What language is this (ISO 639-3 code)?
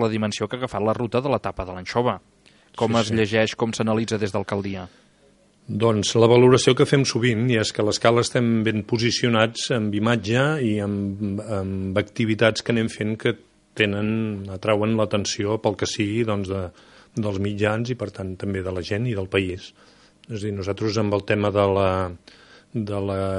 cat